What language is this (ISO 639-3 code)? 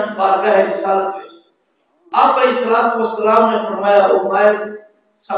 skr